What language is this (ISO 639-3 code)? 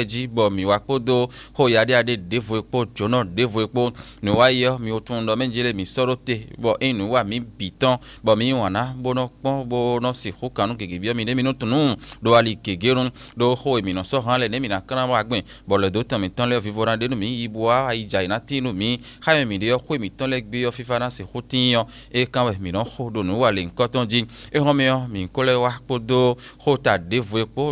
fon